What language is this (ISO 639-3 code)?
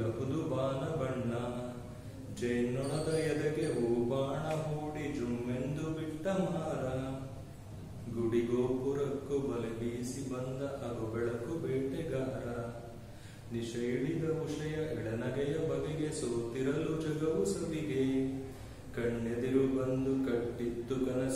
kan